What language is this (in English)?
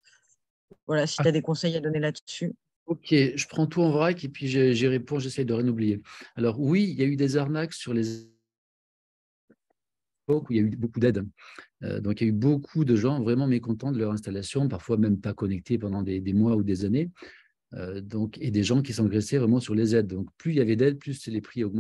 French